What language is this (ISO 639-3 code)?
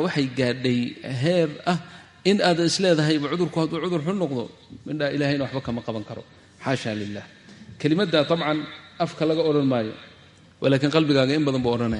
som